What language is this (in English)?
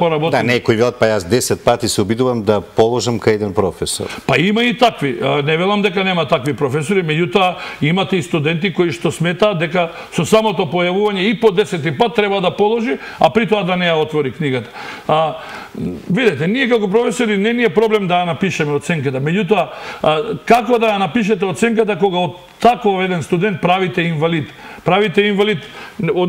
Macedonian